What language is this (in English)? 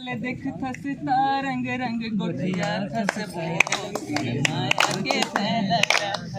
Chhattisgarhi